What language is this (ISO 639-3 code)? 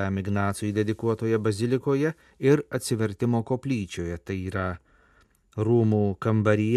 lit